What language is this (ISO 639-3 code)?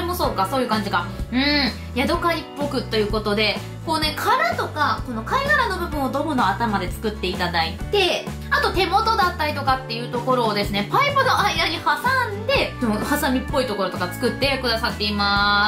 jpn